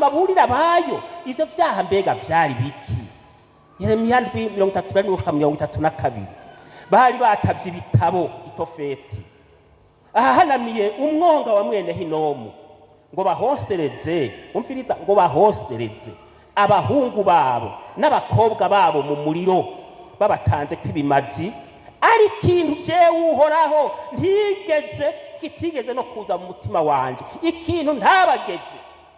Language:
Rundi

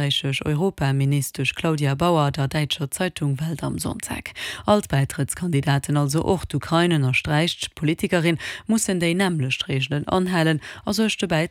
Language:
Luxembourgish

